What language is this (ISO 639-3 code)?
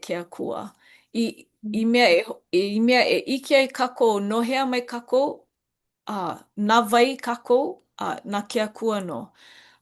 haw